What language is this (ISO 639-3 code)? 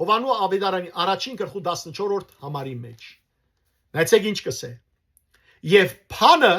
hyw